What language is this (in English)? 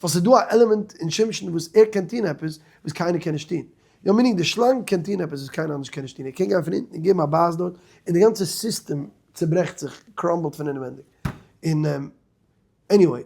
Yiddish